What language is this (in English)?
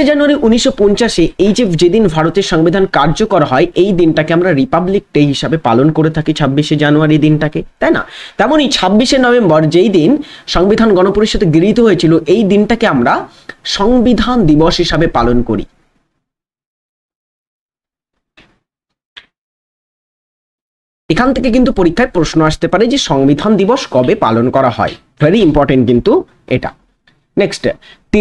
Bangla